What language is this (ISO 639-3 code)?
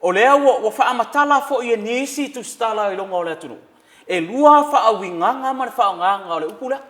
smo